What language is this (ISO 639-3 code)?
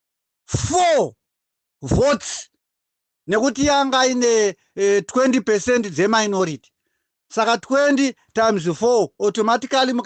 sna